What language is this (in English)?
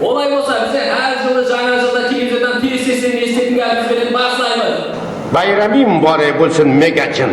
Kara-Kalpak